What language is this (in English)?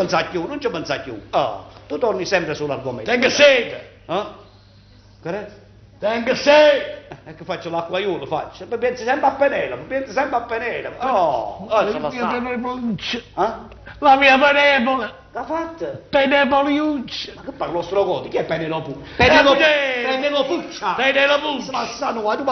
Neapolitan